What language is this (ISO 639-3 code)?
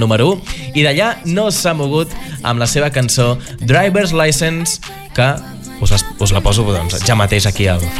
cat